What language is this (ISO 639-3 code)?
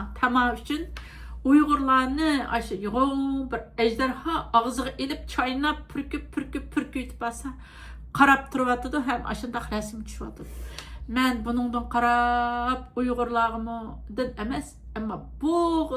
uig